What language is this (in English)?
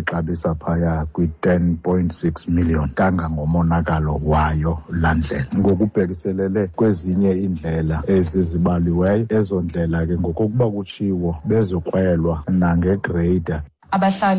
Xhosa